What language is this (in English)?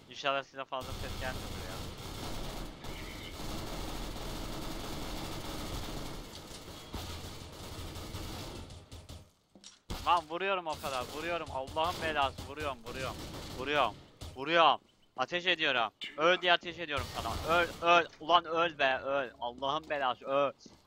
Turkish